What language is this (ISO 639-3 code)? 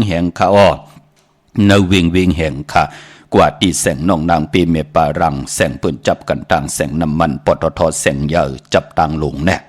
shn